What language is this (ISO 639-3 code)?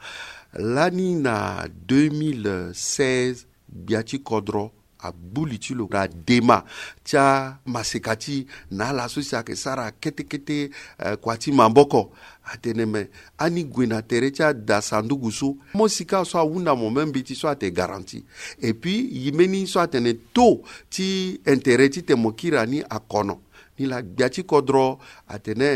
sag